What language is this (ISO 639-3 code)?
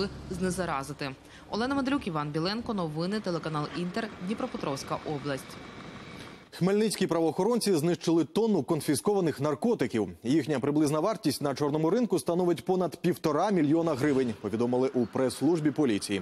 ukr